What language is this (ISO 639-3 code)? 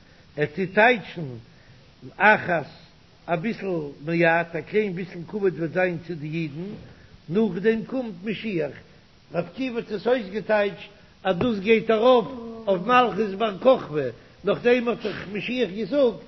yid